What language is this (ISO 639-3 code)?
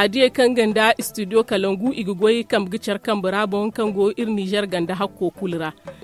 dje